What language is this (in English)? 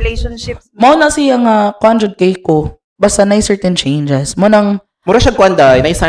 Cebuano